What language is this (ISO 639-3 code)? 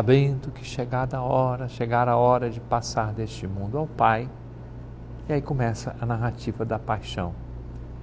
por